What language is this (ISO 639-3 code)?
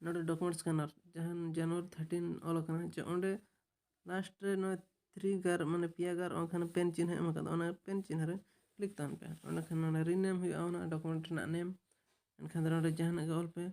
sat